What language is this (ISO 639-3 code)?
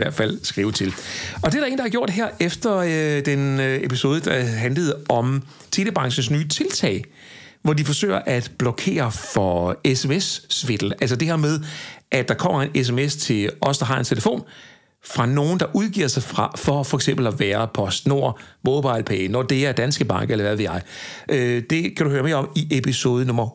dan